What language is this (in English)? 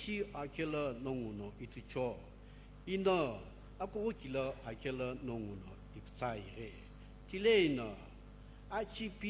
Sumi Naga